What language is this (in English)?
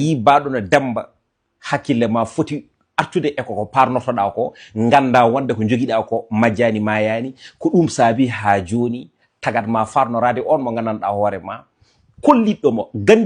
Fula